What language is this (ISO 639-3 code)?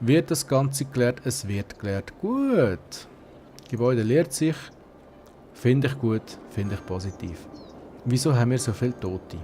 gsw